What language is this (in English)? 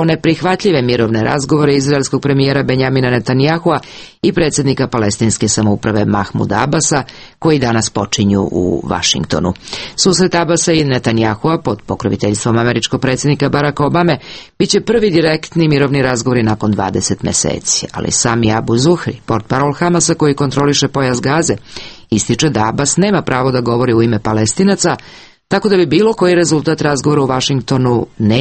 Serbian